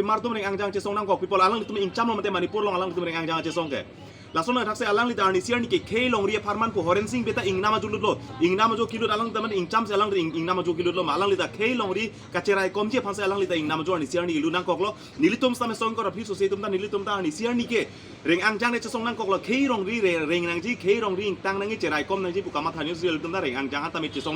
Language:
Karbi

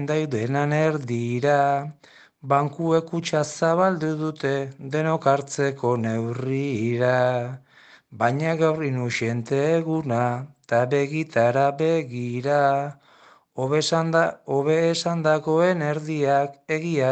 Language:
Basque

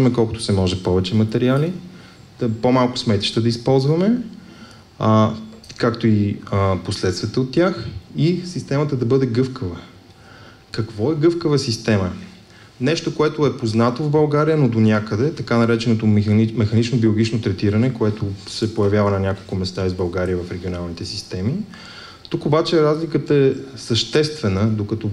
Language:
Bulgarian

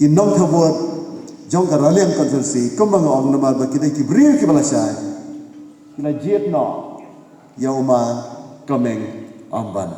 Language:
Khasi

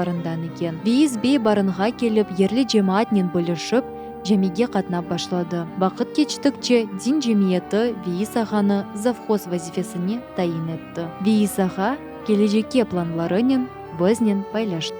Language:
Crimean Tatar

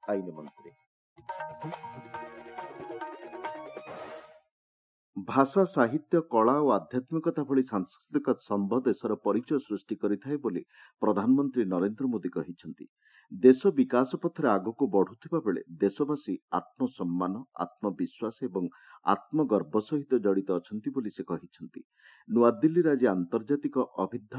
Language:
Odia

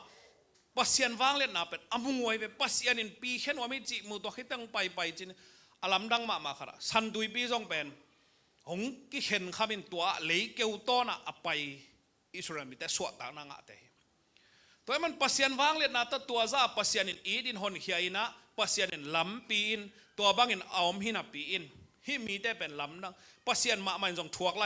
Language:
Tedim Chin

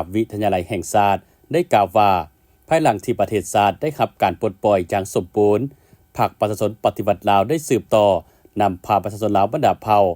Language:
Lao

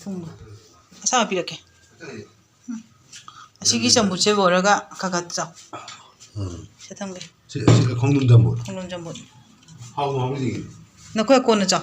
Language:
Manipuri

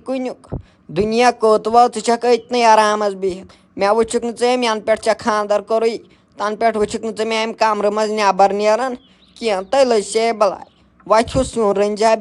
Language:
Kashmiri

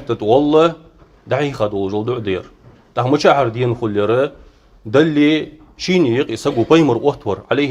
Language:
Ingush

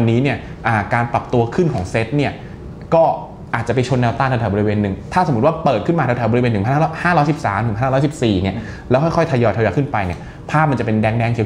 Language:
Thai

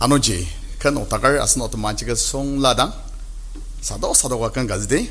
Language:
Ao Naga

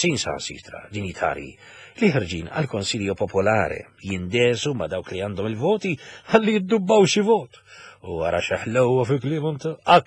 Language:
Maltese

